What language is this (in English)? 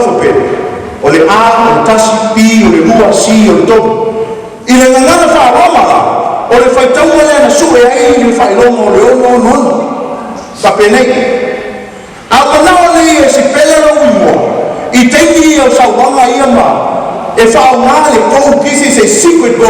Samoan